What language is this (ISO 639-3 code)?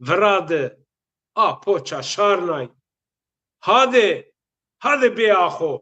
zza